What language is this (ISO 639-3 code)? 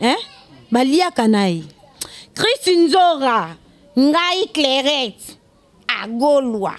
lin